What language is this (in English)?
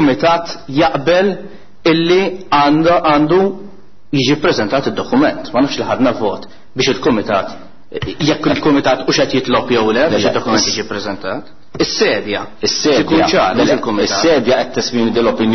Maltese